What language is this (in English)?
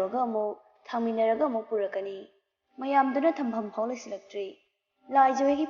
Manipuri